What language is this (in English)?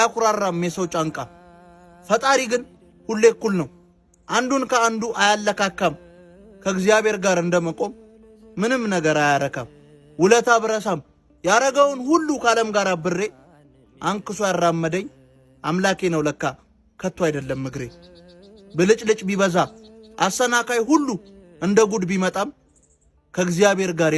Amharic